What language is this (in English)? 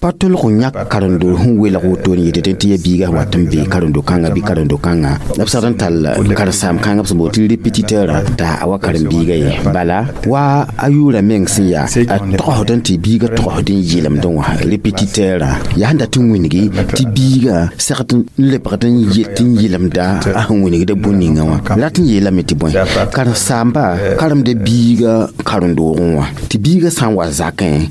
Mossi